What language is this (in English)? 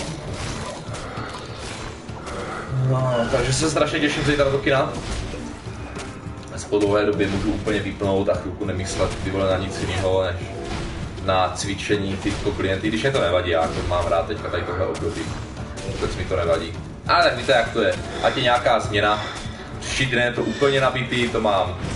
Czech